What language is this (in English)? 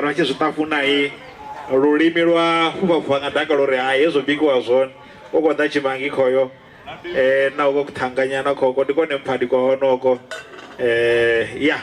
Venda